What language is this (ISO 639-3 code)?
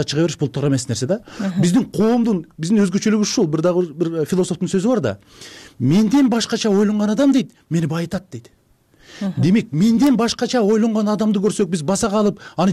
kir